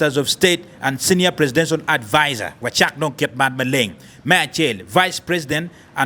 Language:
Acoli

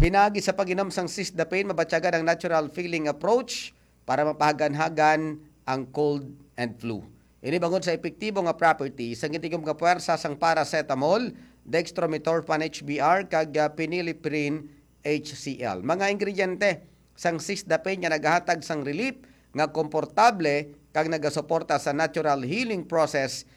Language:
Hiligaynon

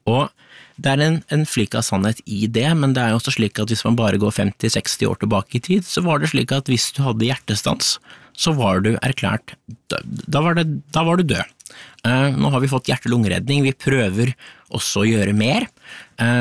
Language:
Norwegian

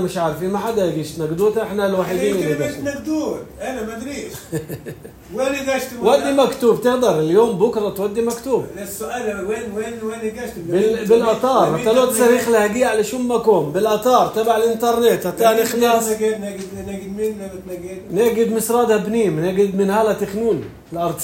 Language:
North Levantine Arabic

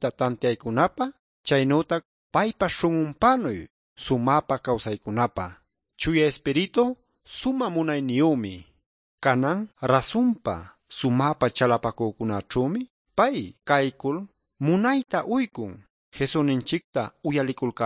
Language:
Ayacucho Quechua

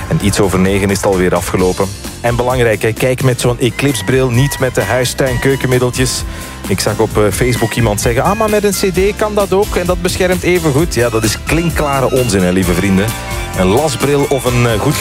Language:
Dutch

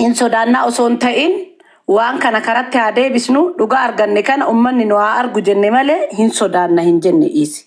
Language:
Oromo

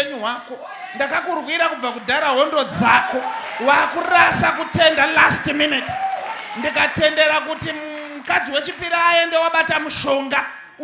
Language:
Shona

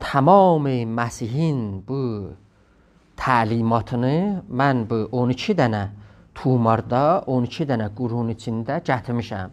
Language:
South Azerbaijani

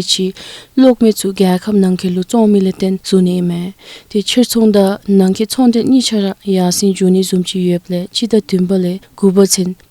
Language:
Dzongkha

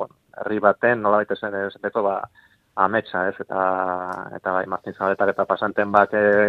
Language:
Basque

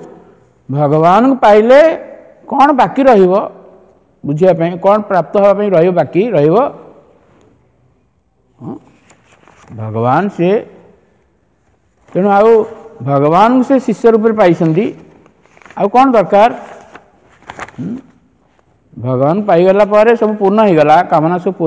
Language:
Odia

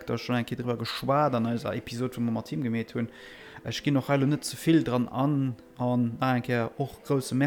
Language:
Luxembourgish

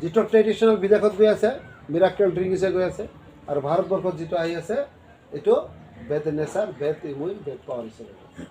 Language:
Assamese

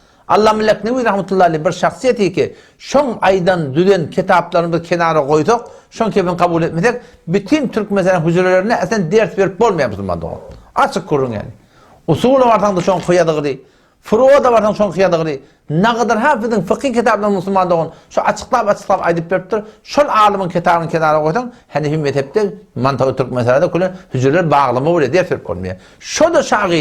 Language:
Turkmen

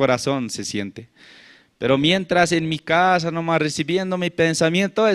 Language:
South Bolivian Quechua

